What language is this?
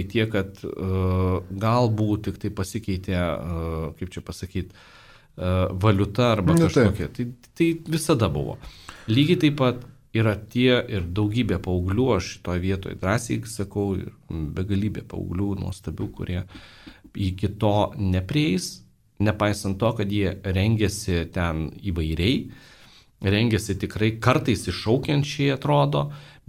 Lithuanian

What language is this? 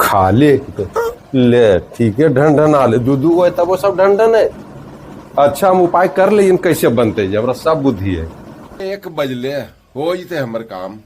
Magahi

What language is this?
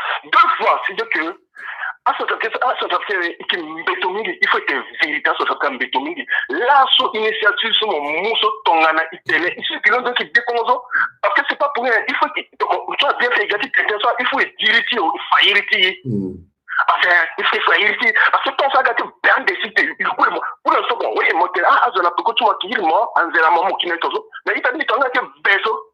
Sango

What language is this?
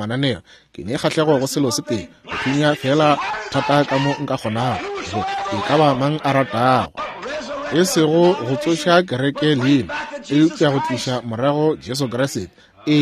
Northern Sotho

